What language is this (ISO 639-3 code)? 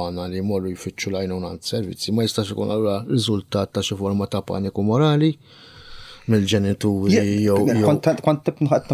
mlt